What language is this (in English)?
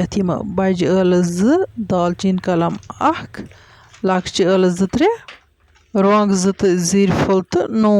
Kashmiri